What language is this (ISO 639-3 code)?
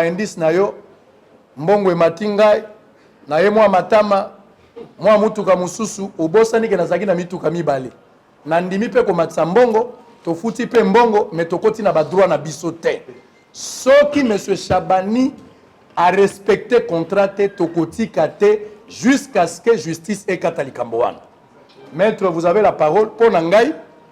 lin